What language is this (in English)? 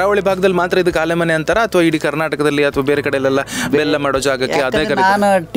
Kannada